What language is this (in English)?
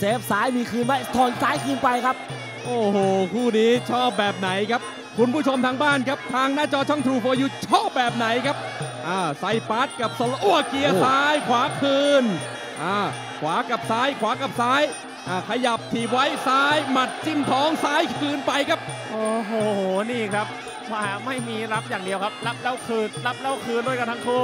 Thai